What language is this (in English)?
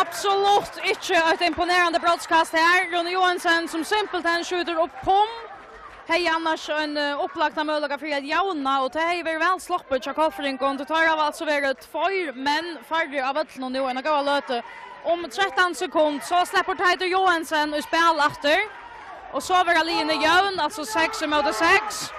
Faroese